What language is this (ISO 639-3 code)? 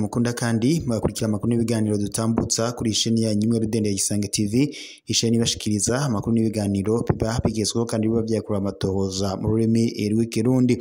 run